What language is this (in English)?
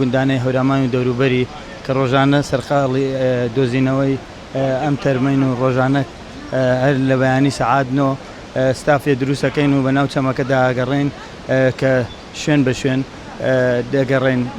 Central Kurdish